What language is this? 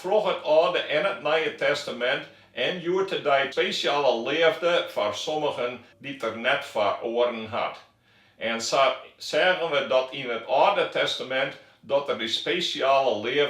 Western Frisian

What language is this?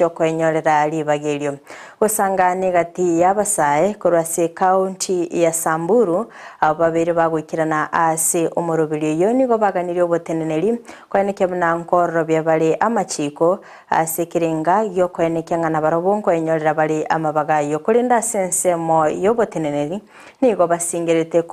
Gusii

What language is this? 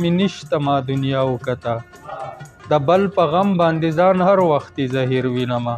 Pashto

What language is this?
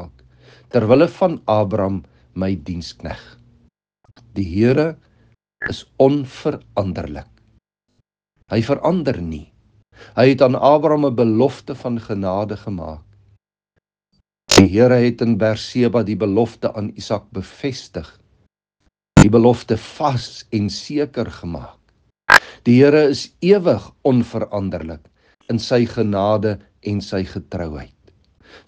Afrikaans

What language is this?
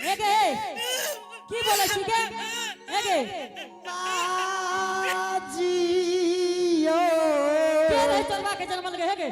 Angika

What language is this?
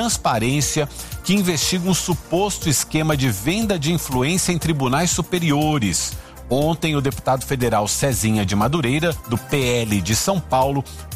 Portuguese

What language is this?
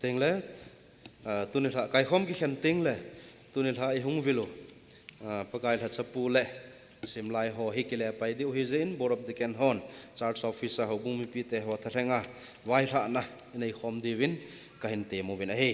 Thado Chin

